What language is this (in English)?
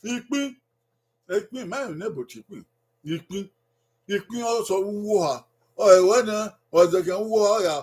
Bini